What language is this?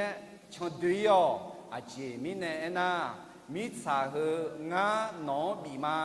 Akha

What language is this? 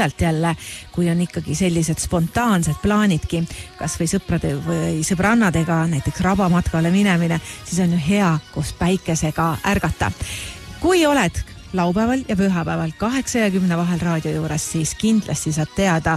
Estonian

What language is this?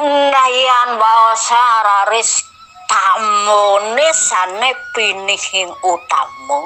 Balinese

